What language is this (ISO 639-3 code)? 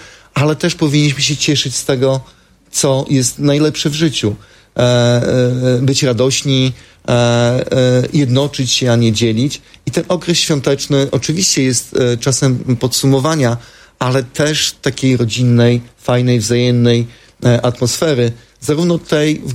pol